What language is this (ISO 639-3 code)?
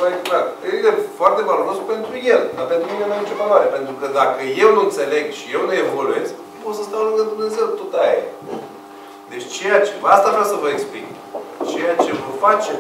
ron